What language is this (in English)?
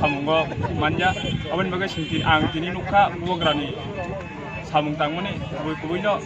Kok Borok